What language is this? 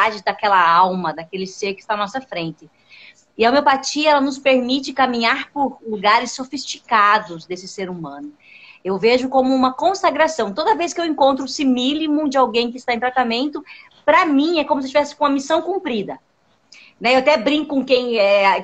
Portuguese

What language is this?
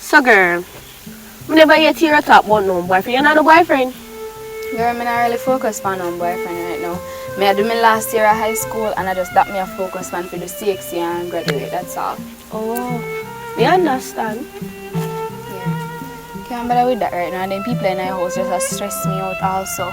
Jamaican Creole English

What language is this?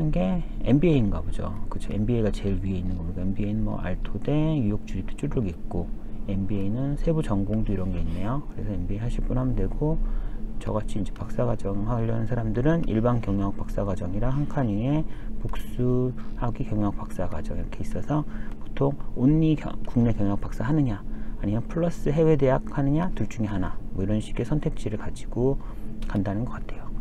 Korean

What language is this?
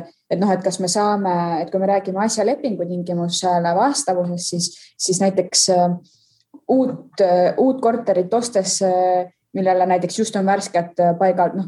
Estonian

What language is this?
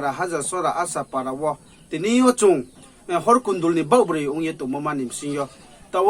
Riang (India)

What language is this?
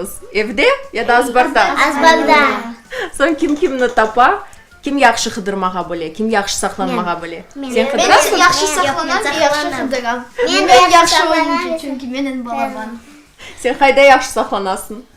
Crimean Tatar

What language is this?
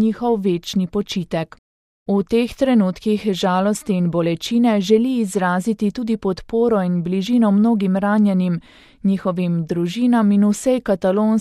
Slovenian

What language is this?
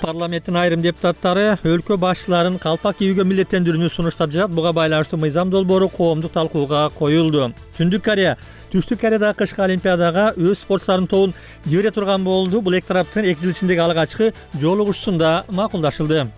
Kyrgyz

